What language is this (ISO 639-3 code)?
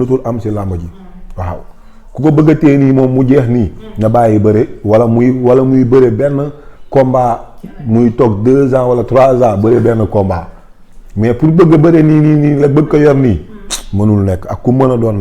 wol